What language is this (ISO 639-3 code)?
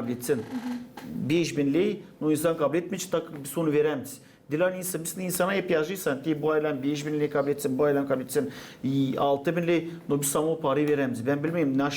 gag